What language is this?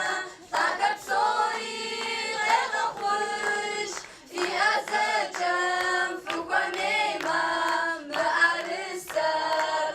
Kabardian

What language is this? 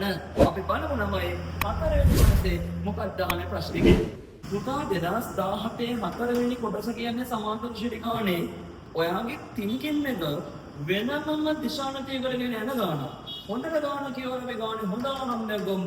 Sinhala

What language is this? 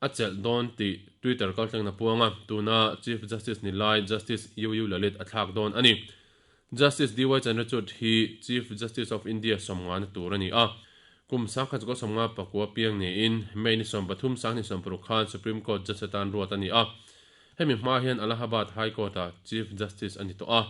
Mizo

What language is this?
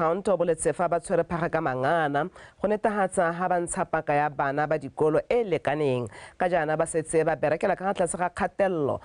Tswana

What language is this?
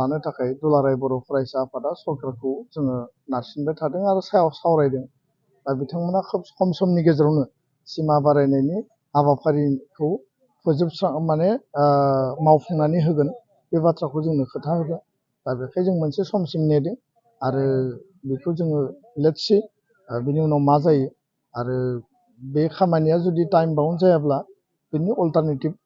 Bodo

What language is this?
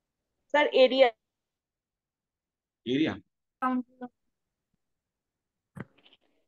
Hindi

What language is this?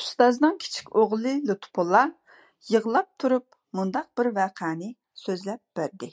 Uyghur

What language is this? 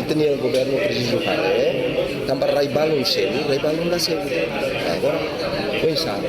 Tetum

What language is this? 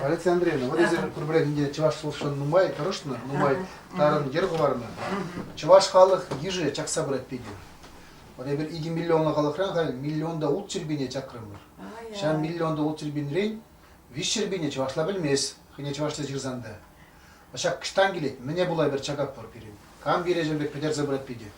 Chuvash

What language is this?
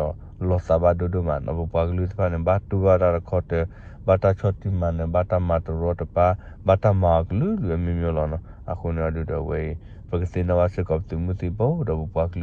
S'gaw Karen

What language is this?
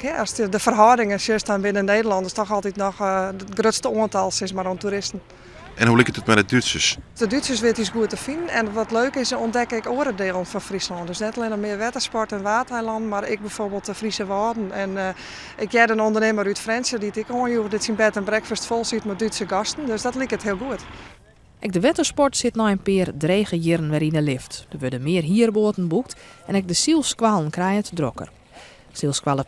Western Frisian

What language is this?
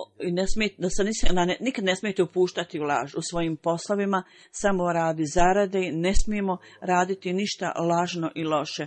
Bosnian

